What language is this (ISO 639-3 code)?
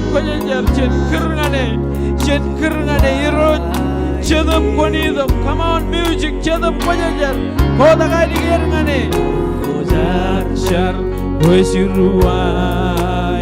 mah